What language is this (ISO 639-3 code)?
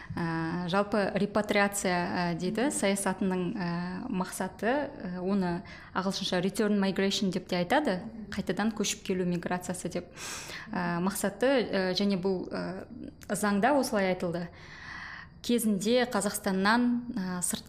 kaz